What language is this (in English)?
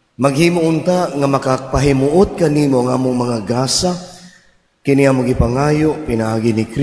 Cebuano